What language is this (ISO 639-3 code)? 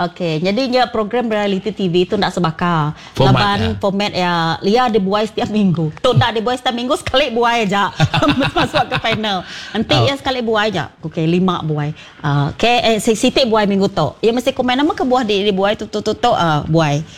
iba